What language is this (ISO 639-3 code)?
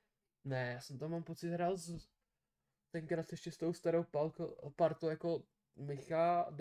ces